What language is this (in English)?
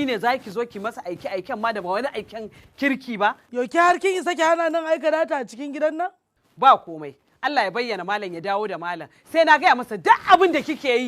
Hausa